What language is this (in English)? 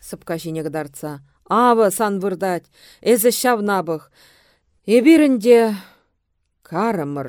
Chuvash